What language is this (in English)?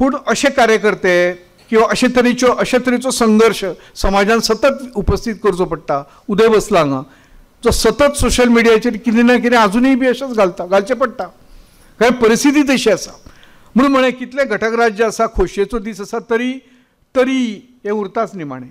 Konkani